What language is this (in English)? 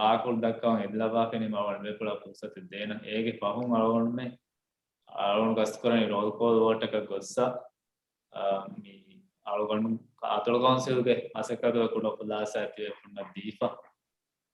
Divehi